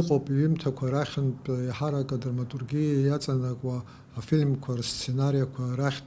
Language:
Abkhazian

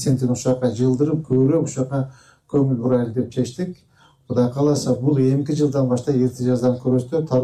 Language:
Kyrgyz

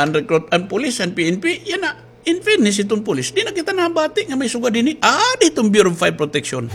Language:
Waray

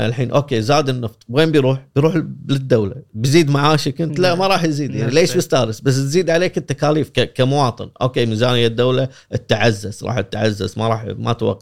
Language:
Gulf Arabic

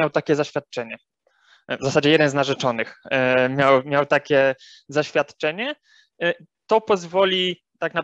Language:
Polish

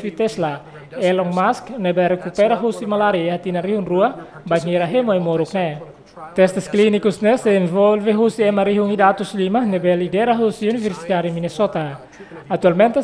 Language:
Tetum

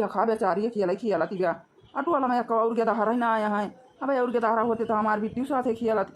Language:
Awadhi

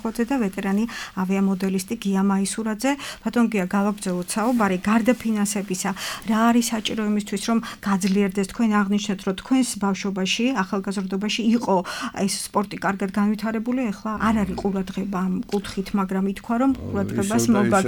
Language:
Georgian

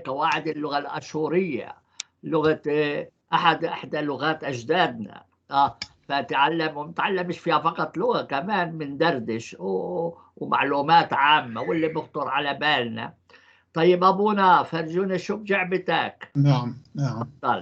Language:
North Levantine Arabic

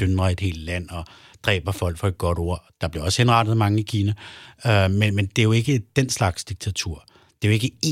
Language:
Danish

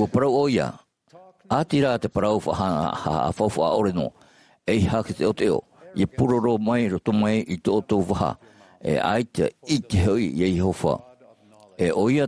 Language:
Tahitian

